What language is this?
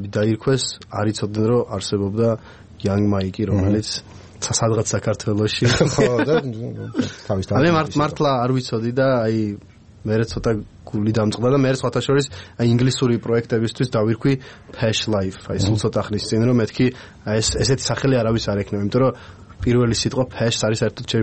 Georgian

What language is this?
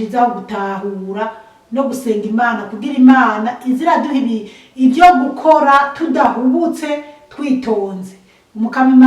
Rundi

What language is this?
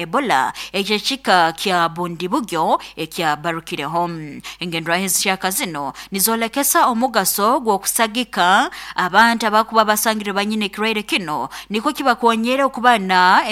Nyoro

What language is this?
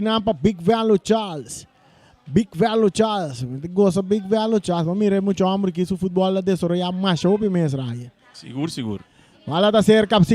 Papiamento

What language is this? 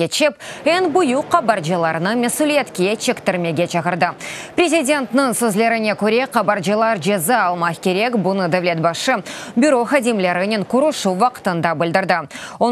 Crimean Tatar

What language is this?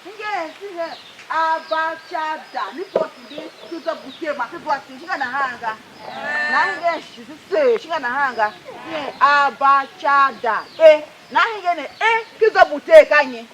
Tiv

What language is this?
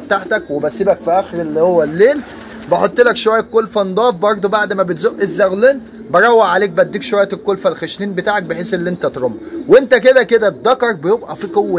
Egyptian Arabic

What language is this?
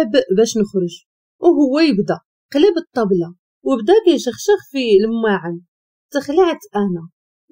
Moroccan Arabic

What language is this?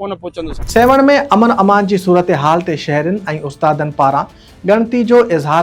Sindhi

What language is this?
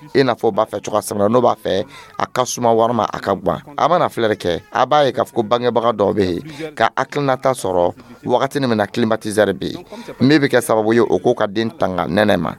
Dyula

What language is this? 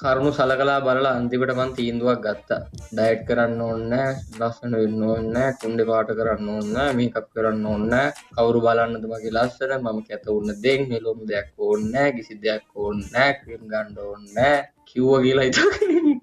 Sinhala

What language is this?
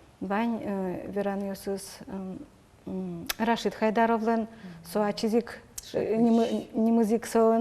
Udmurt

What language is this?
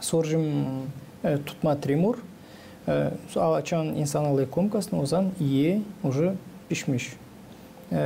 Gagauz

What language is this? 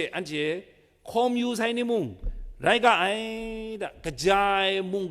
Kachin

